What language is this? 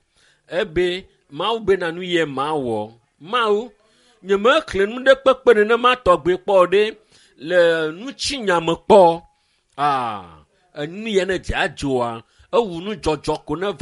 Ewe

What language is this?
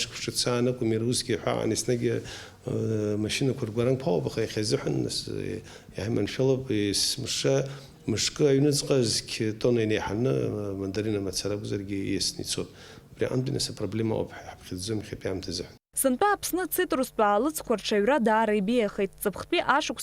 Abkhazian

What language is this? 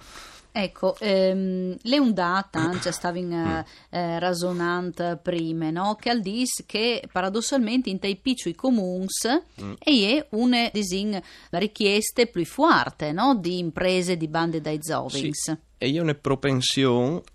Friulian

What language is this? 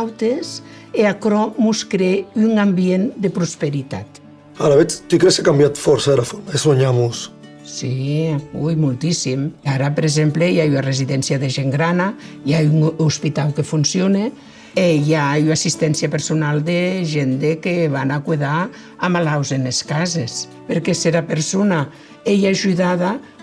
Occitan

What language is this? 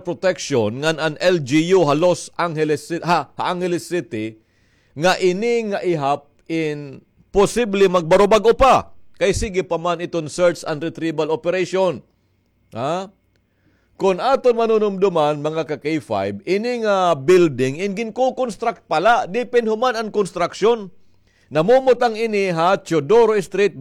Waray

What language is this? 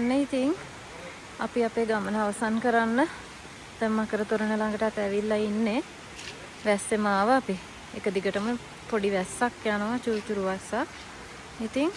Sinhala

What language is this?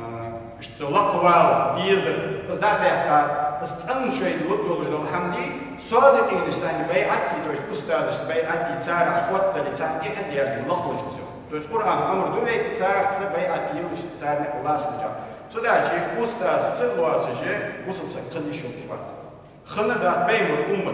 Ingush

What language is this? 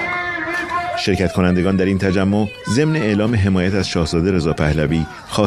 Persian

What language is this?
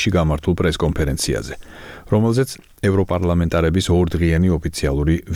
Georgian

